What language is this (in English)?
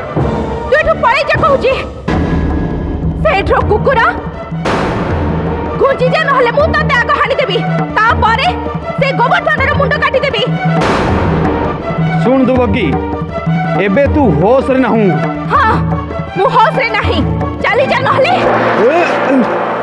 Odia